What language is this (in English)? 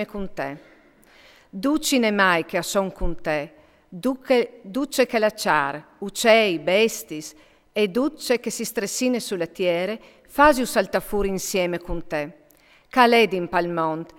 Friulian